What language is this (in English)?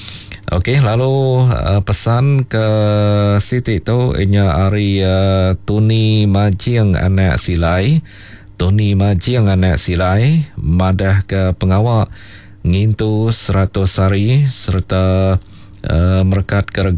Iban